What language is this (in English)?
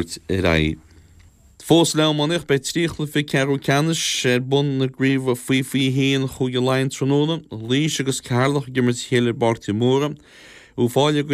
Irish